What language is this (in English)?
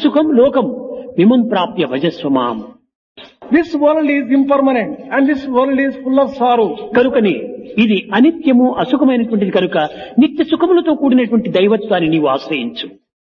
Telugu